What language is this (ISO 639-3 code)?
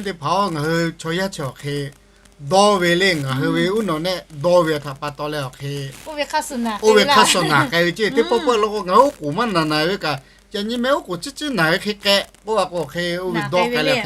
lhu